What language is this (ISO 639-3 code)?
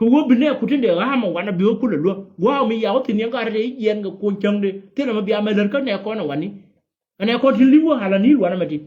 nus